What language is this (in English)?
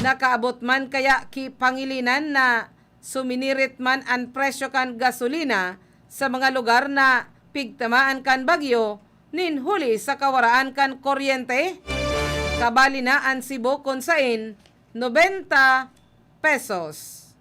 Bikol